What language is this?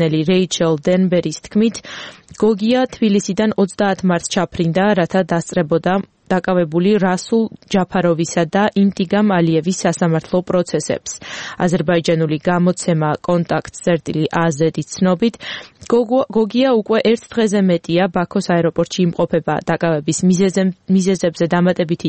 Georgian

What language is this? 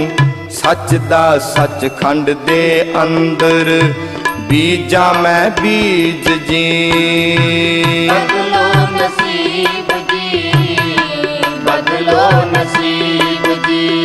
Punjabi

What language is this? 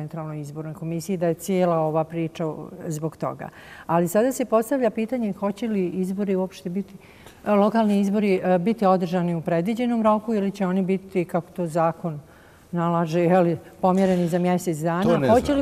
Bosnian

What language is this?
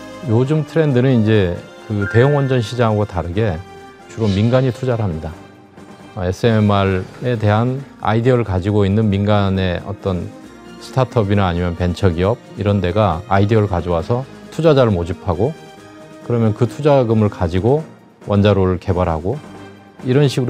Korean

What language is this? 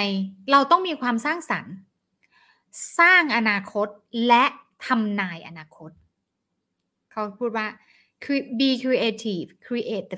Thai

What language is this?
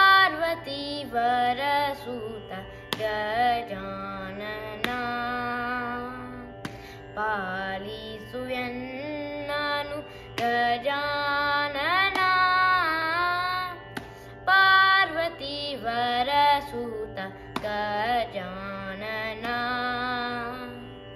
Kannada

